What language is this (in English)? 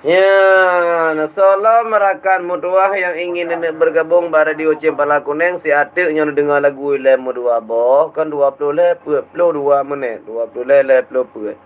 Achinese